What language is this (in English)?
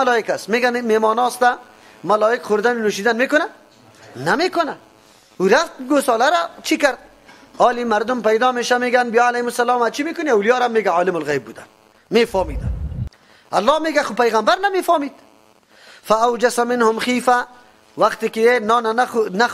Persian